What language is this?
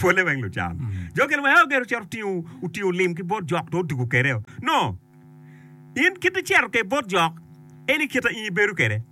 Acoli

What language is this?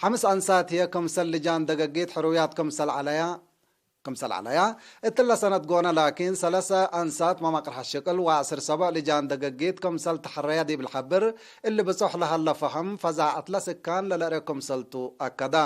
Tigre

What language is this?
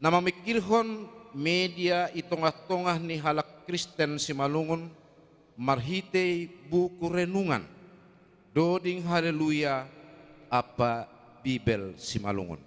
Batak Simalungun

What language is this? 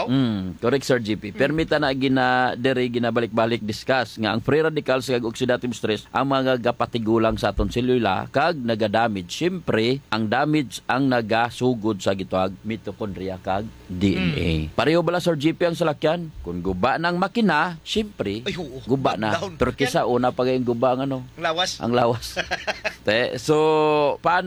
Hiligaynon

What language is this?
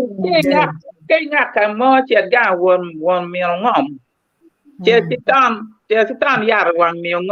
Acoli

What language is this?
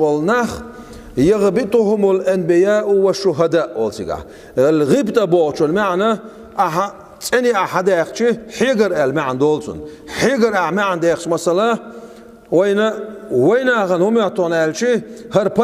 Chechen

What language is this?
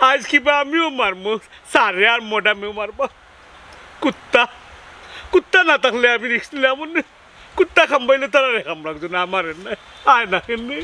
Sylheti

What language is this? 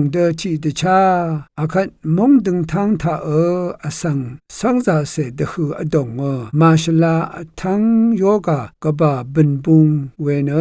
Rawang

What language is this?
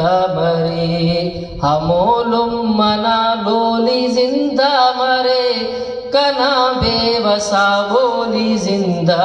Brahui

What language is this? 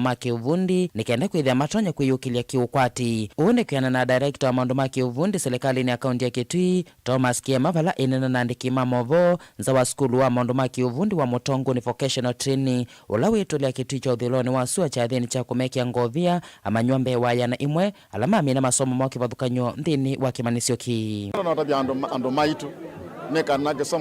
Kamba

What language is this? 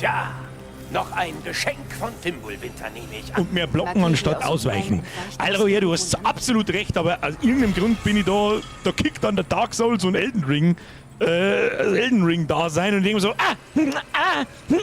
Bavarian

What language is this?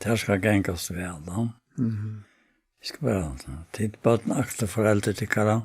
Faroese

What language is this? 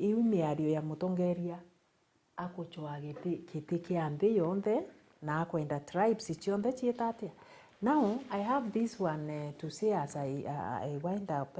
Meru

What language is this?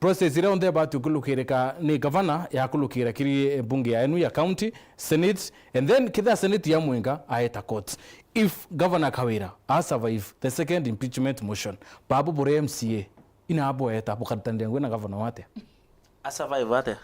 Meru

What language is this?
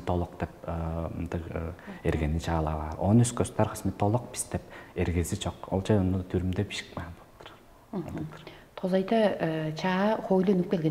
Tuvinian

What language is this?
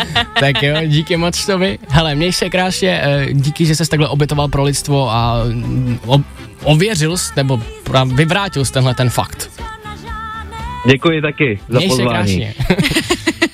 Czech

